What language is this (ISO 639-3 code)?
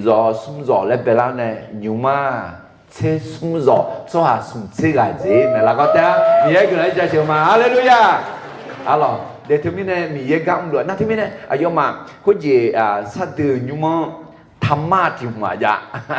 ahk